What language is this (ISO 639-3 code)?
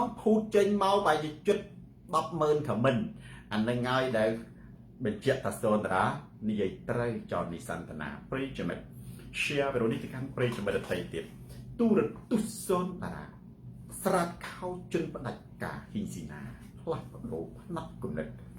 khm